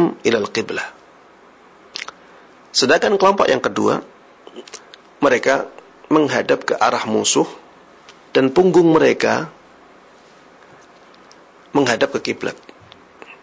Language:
Indonesian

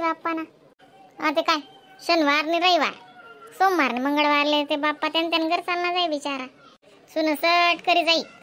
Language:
Khandesi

